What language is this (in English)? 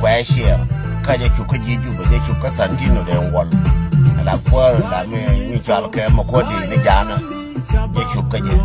Nuer